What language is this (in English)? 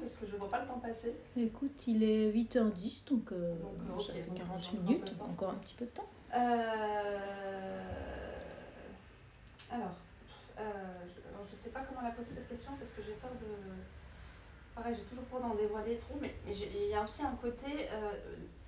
French